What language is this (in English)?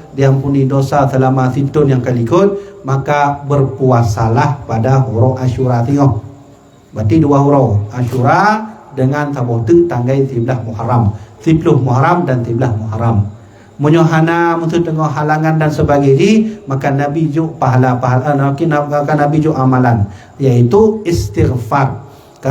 Achinese